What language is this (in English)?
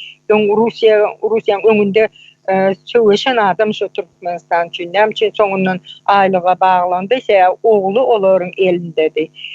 Turkmen